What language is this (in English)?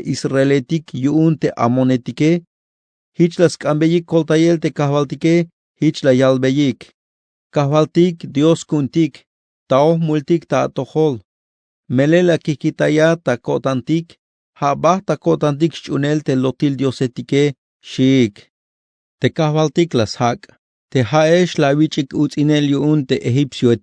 Tzeltal